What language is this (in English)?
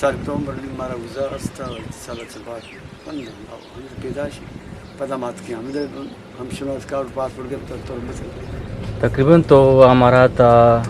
Eastern Balochi